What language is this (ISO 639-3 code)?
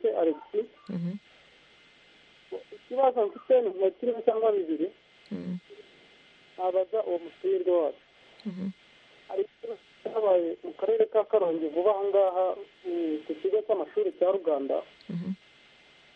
kin